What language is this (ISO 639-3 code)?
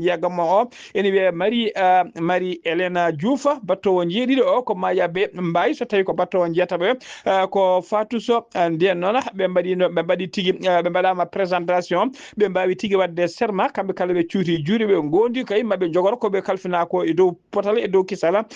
ful